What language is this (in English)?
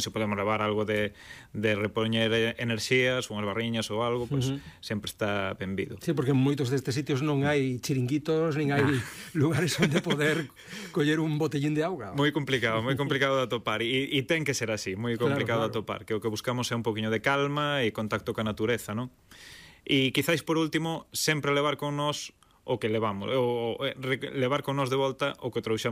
Galician